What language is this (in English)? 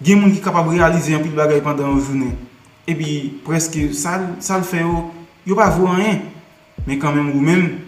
Haitian Creole